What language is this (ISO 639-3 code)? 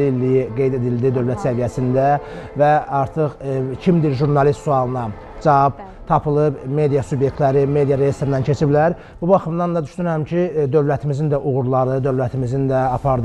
aze